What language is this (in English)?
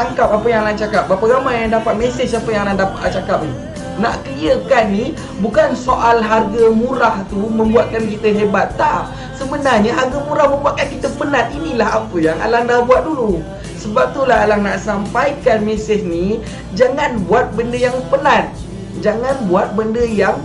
Malay